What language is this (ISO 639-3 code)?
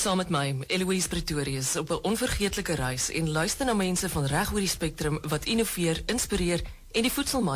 afr